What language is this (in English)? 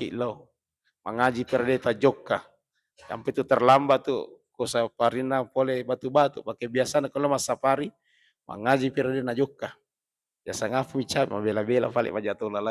Buginese